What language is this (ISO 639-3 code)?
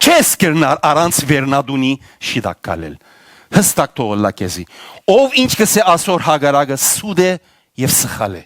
hyw